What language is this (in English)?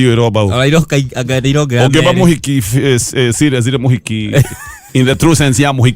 Kikuyu